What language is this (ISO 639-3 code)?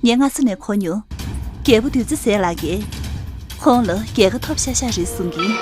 bod